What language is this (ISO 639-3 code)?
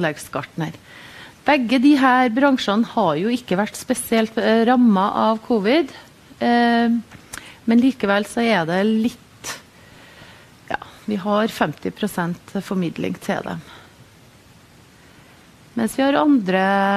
nor